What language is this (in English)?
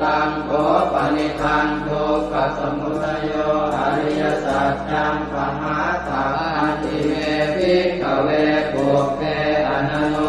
Pali